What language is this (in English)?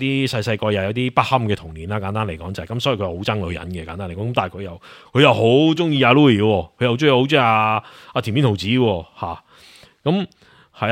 Cantonese